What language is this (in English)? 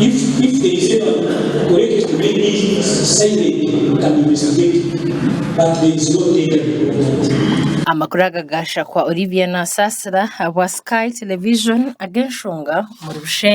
Nyankole